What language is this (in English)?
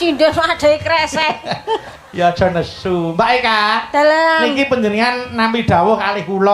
Javanese